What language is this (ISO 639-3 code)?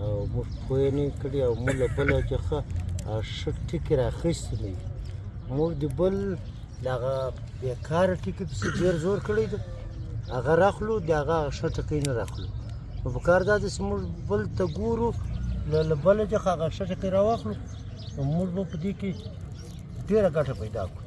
pus